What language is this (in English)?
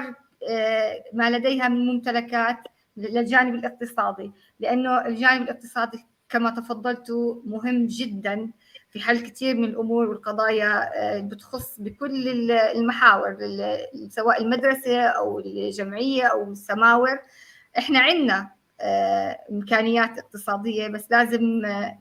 North Levantine Arabic